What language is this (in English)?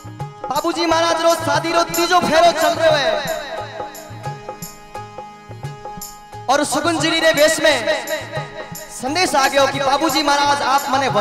Marwari (India)